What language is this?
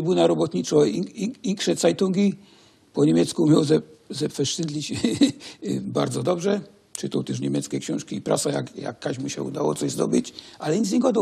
Silesian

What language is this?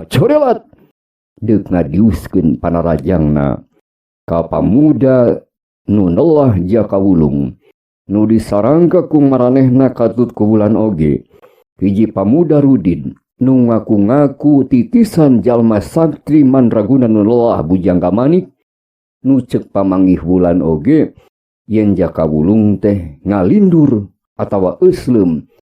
Sundanese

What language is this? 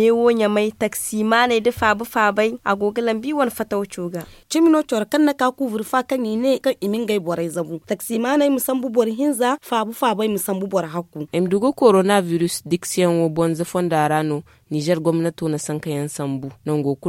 Zarma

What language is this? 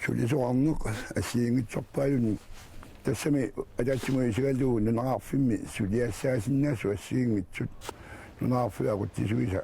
Kalaallisut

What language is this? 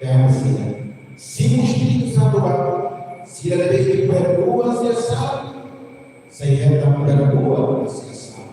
Tetum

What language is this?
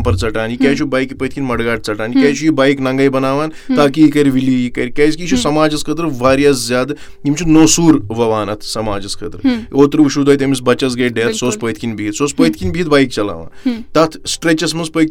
Kashmiri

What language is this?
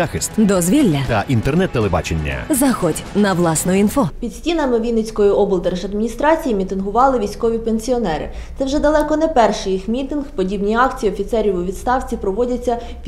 Ukrainian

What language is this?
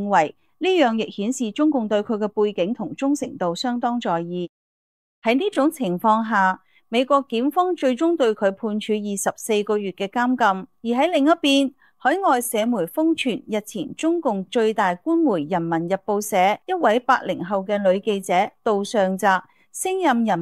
Cantonese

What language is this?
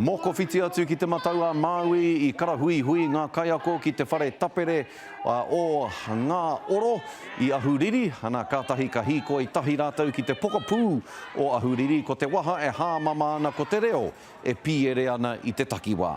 Māori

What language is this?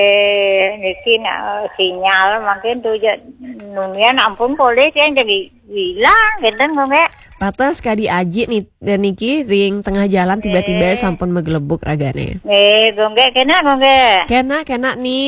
Balinese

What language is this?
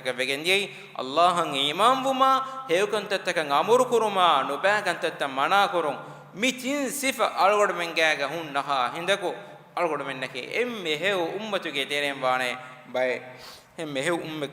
Divehi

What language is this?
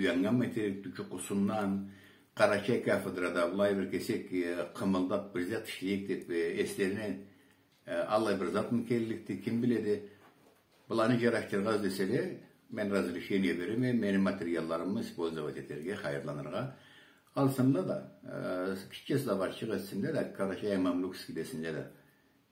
Karachay-Balkar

